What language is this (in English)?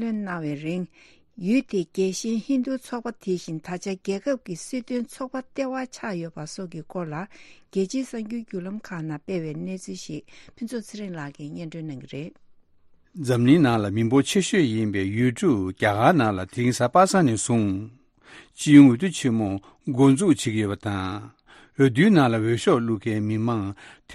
Tibetan